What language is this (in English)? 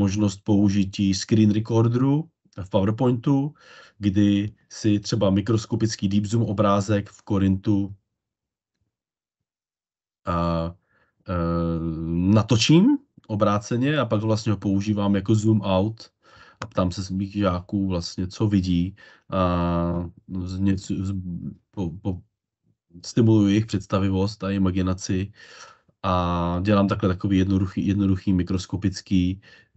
Czech